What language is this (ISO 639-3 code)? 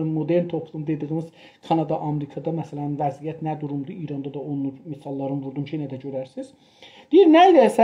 azb